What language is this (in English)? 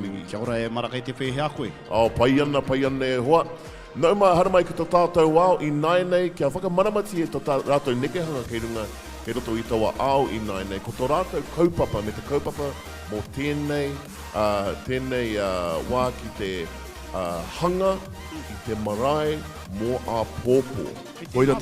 Māori